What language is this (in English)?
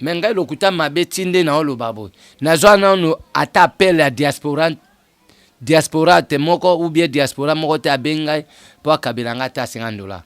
Lingala